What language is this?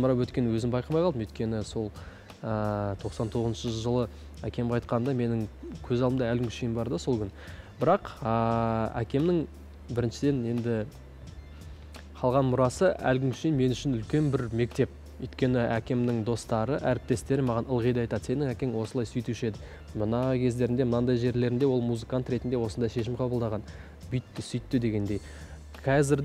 Kazakh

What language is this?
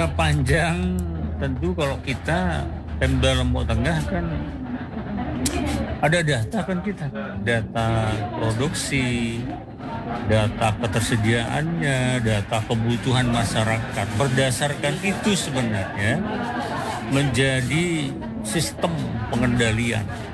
Indonesian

